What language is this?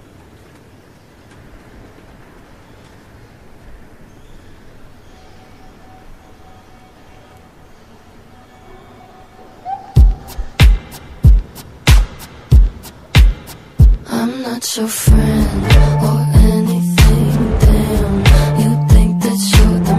English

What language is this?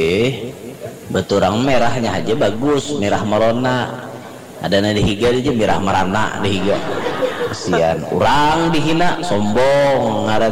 Banjar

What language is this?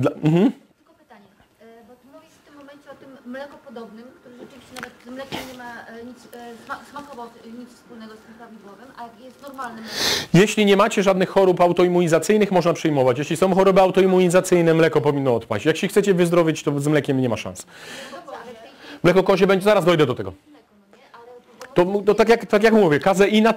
Polish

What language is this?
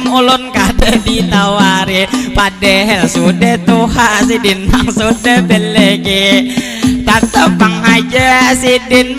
Banjar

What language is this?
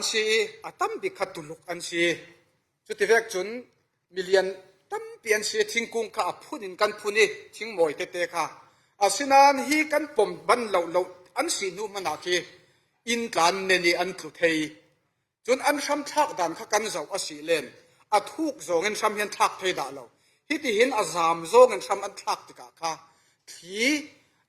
Falam Chin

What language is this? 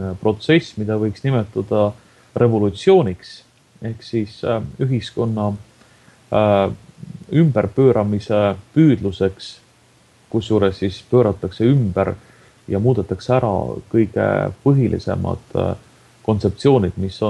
Estonian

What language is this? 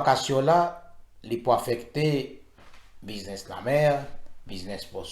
Morisyen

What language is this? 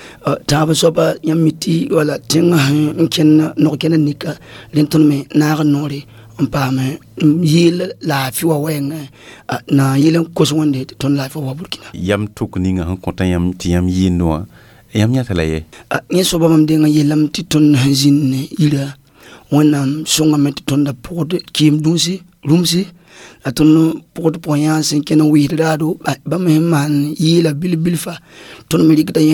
Mossi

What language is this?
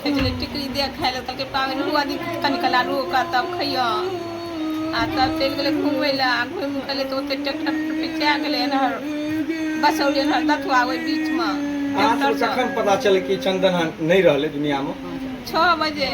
Maithili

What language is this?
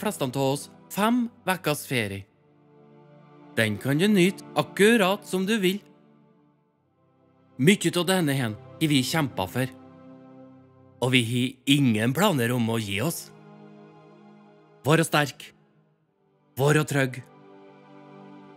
Norwegian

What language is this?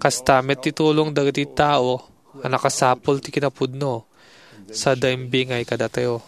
Iloko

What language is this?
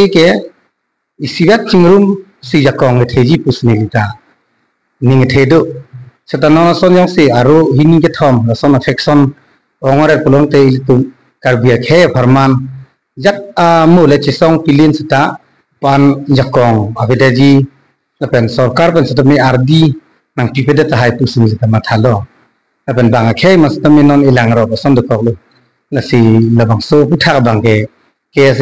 Karbi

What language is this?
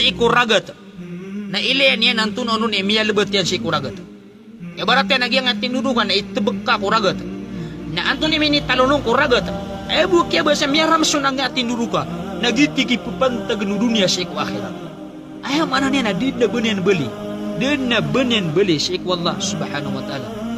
Maranao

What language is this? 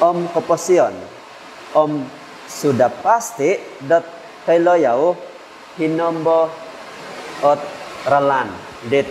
Central Dusun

